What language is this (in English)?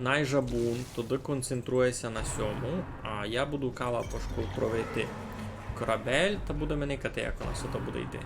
Rusyn